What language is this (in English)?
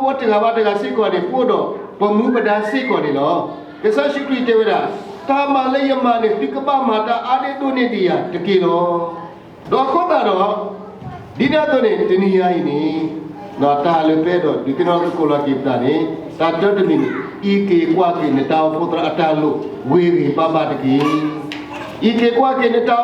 S'gaw Karen